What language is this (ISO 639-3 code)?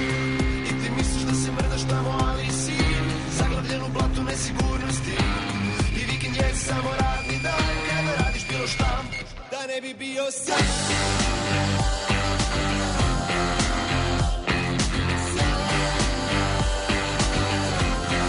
srp